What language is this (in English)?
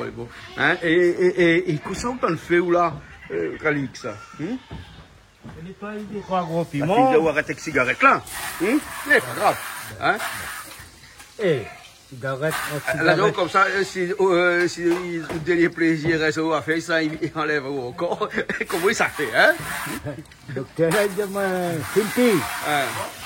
Réunion Creole French